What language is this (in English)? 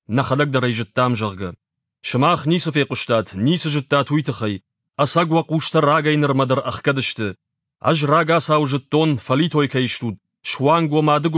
Ossetic